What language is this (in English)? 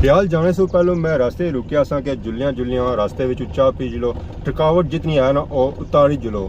Pahari-Potwari